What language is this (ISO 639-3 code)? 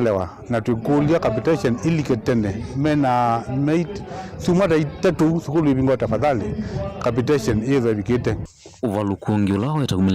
kam